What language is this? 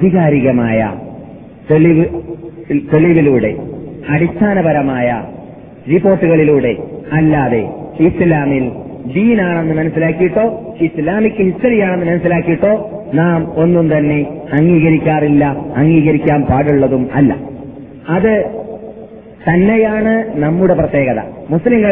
Malayalam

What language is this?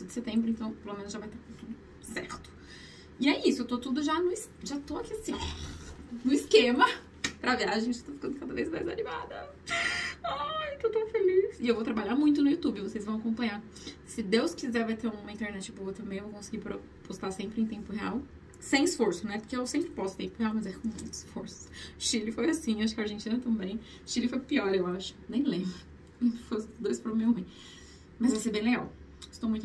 Portuguese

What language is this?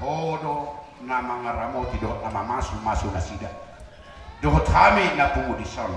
Batak Toba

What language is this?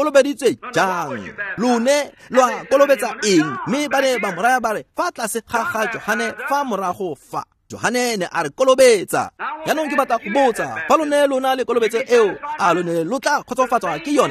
Tswana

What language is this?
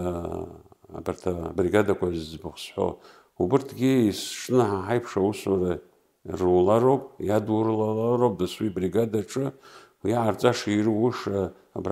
Abkhazian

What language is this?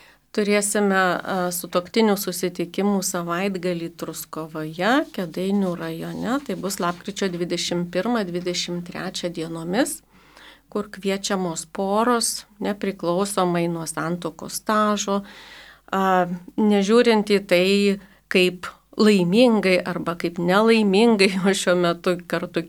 Lithuanian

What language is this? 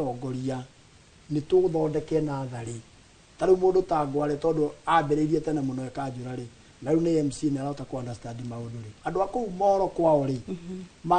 Kikuyu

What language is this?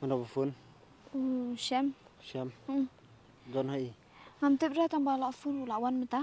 Khasi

